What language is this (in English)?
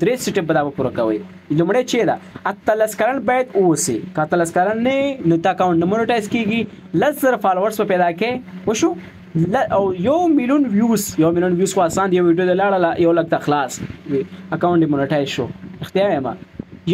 Pashto